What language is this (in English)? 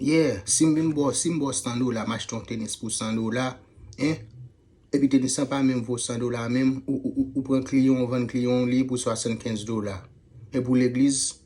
Haitian Creole